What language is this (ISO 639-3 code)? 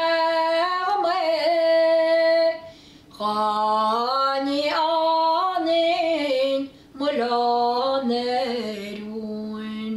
gle